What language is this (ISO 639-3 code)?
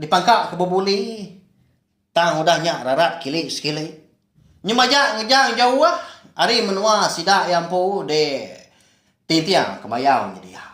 iba